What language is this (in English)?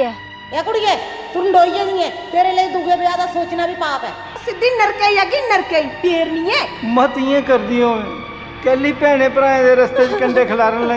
Dogri